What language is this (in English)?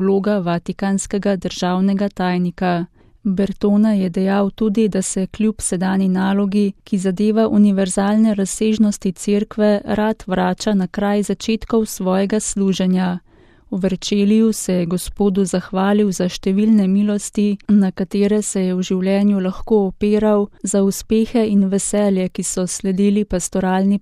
Slovenian